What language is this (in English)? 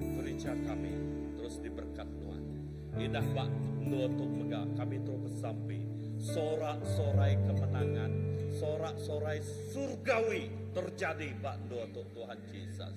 Iban